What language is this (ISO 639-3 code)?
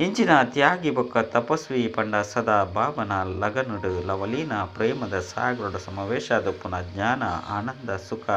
tcy